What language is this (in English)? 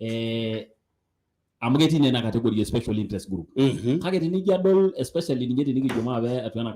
Masai